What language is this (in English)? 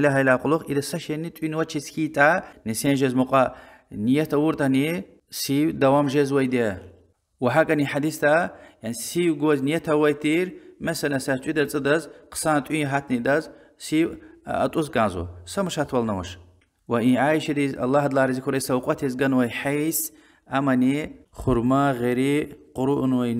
Lezghian